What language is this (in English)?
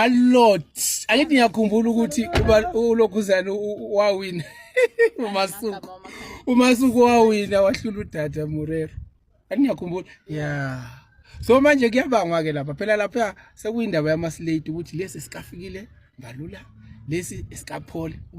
Zulu